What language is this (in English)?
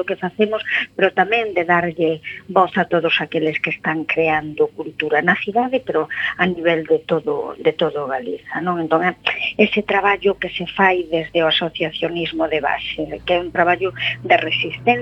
Galician